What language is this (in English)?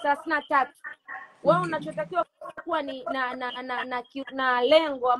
Swahili